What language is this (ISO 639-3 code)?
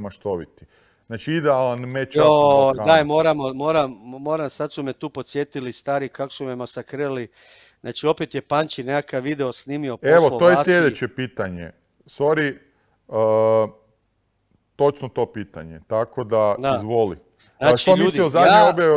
hrv